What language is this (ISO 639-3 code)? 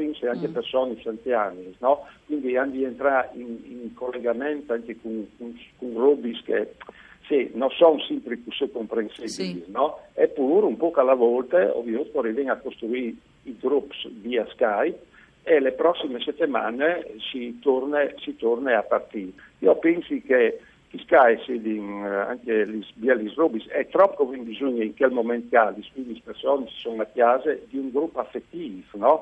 fur